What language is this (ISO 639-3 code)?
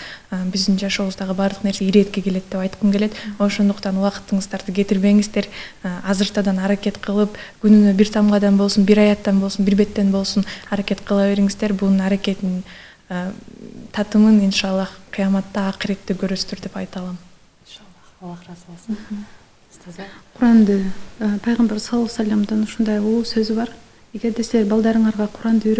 kir